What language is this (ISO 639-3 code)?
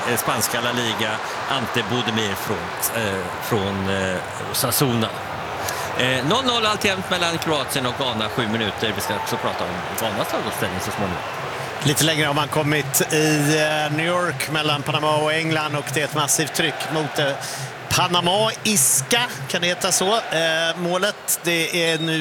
swe